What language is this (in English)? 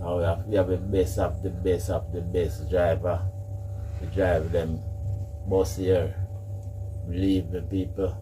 Jamaican Creole English